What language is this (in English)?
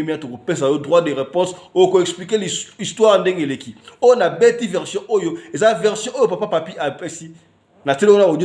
Lingala